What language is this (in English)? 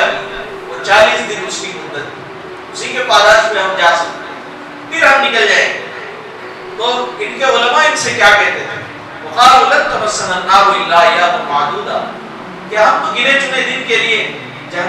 Urdu